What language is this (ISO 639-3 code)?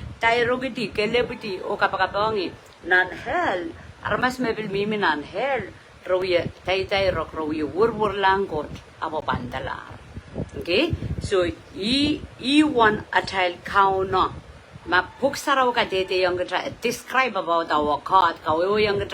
pon